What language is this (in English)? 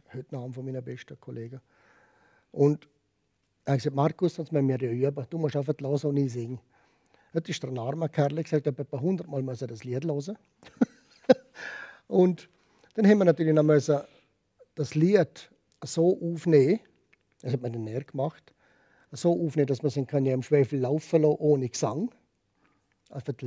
Swiss German